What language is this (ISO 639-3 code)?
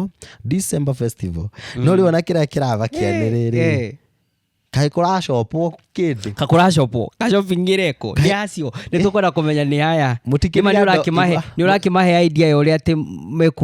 kik